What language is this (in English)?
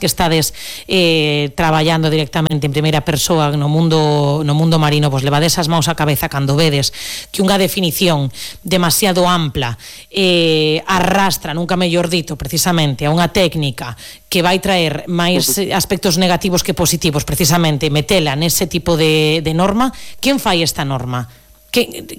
Galician